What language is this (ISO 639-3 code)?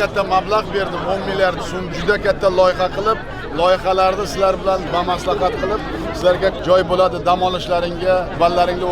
uzb